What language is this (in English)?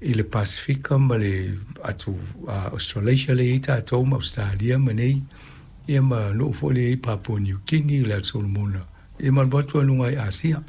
Samoan